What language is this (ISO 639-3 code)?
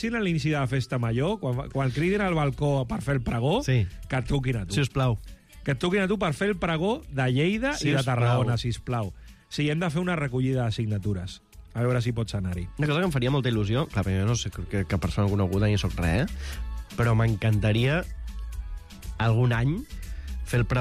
cat